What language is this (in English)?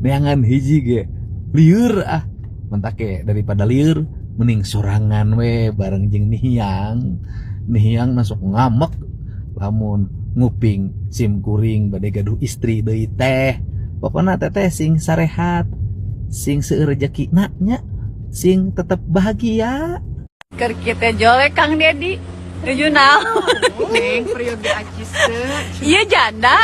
Sundanese